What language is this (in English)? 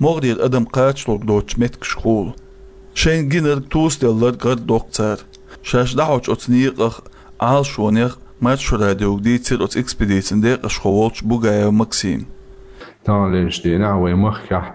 Chechen